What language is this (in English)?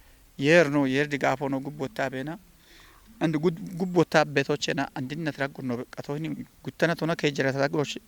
Kafa